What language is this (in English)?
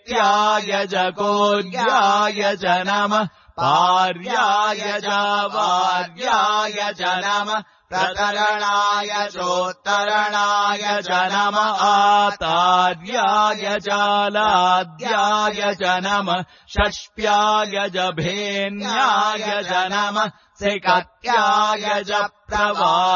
Sanskrit